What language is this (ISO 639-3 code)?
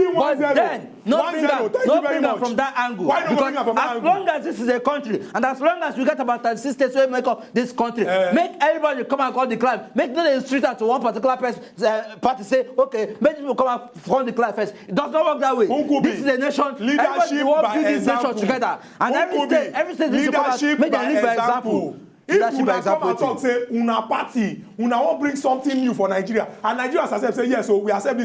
pcm